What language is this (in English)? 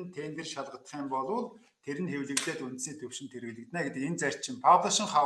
Mongolian